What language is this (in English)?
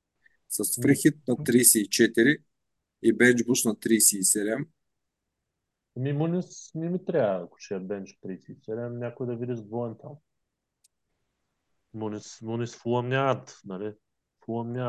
Bulgarian